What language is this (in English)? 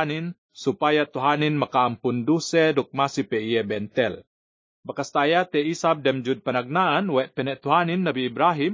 Yakan